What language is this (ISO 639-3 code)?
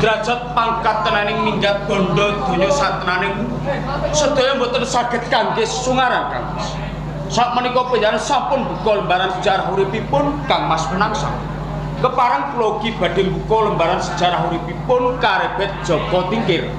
jav